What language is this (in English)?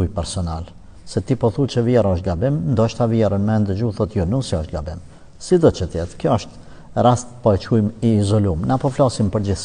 Albanian